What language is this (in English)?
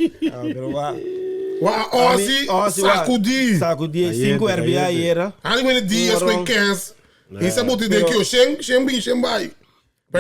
Papiamento